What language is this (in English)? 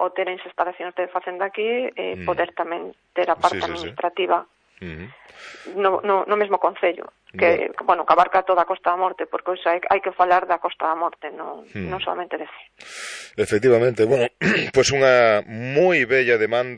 Galician